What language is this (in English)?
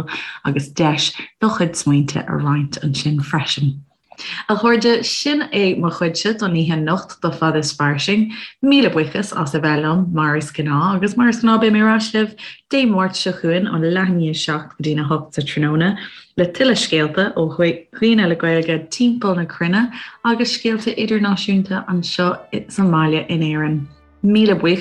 Irish